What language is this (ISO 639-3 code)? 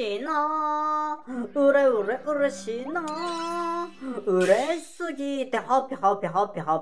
jpn